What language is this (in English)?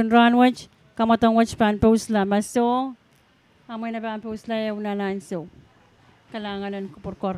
Pohnpeian